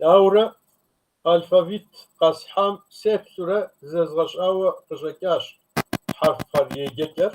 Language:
Kabardian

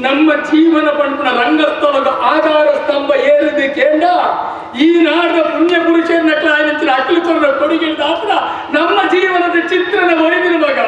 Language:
Tulu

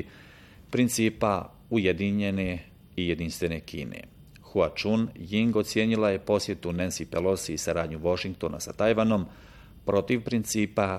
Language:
Bosnian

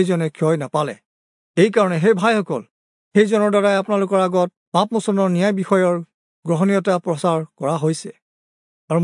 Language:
Assamese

